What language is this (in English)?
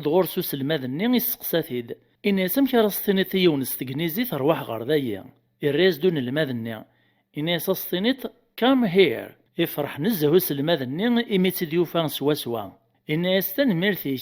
Kabyle